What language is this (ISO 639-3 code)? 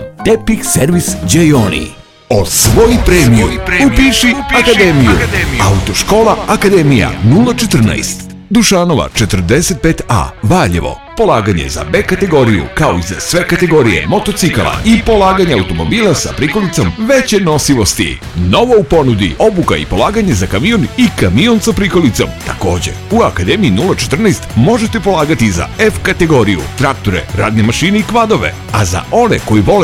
srp